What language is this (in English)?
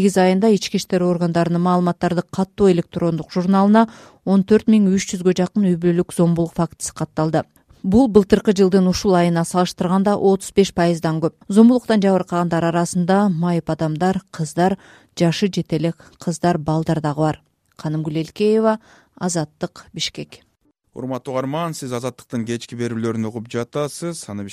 Kyrgyz